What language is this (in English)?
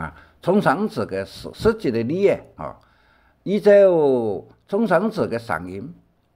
Hakka Chinese